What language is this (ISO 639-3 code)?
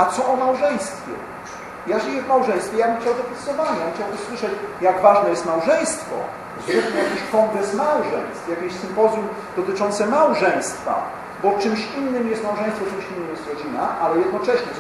pol